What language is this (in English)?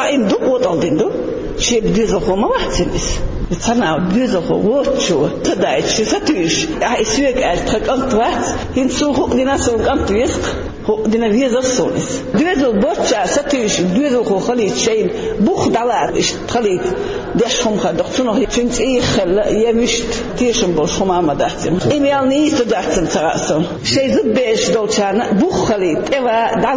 Chechen